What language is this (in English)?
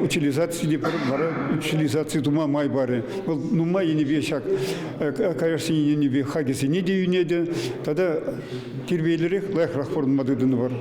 Chuvash